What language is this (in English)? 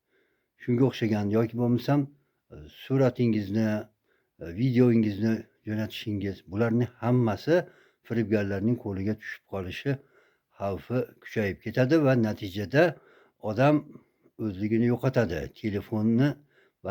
Uzbek